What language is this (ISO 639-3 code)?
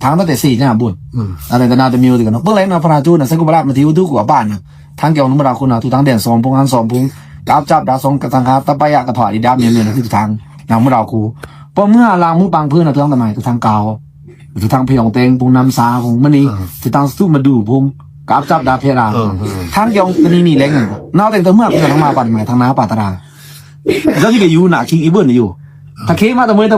blk